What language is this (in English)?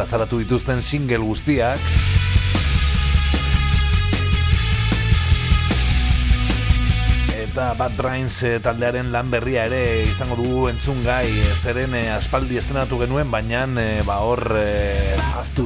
Basque